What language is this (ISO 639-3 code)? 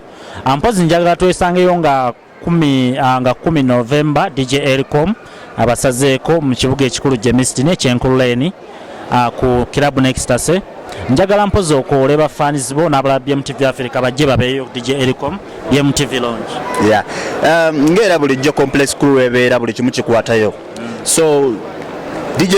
lug